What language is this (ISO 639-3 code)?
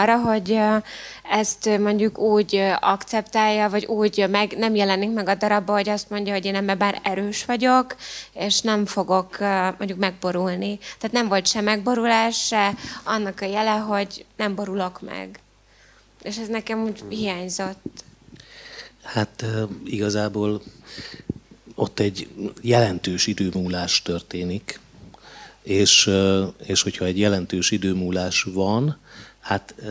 hun